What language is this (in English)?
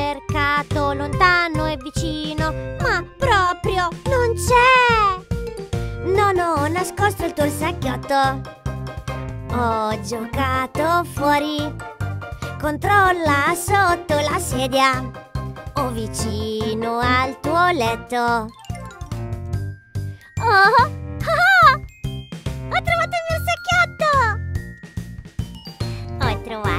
Italian